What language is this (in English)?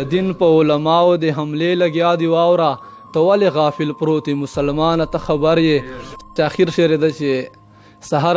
Pashto